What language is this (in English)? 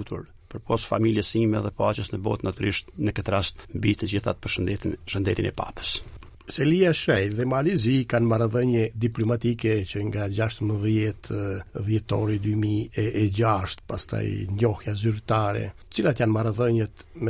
Albanian